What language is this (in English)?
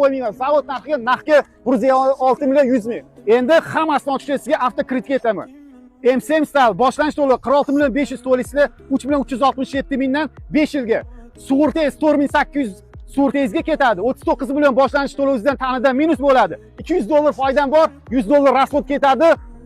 Uzbek